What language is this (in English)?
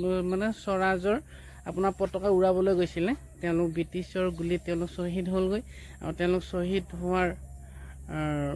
Assamese